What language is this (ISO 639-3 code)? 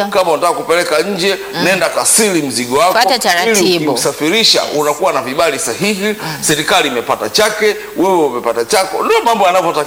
swa